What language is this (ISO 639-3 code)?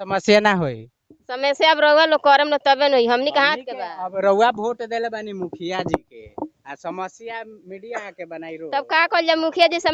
bho